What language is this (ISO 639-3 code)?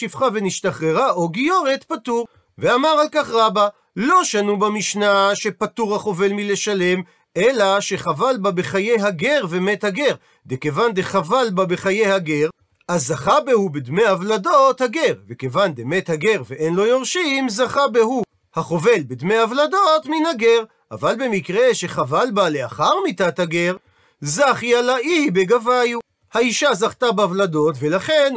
heb